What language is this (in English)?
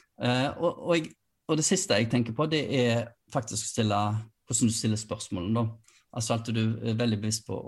Norwegian